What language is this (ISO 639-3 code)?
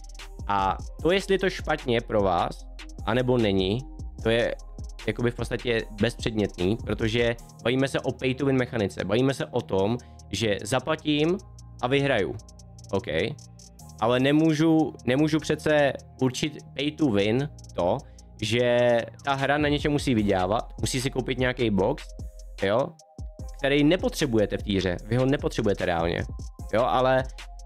ces